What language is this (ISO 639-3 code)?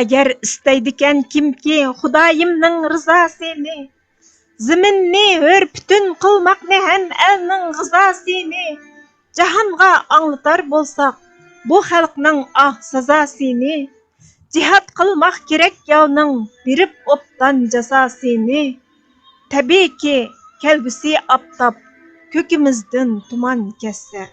uig